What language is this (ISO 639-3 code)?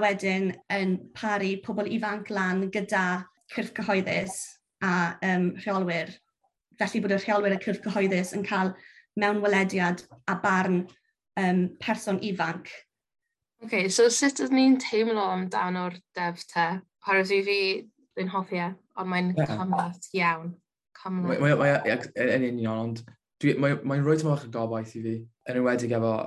cym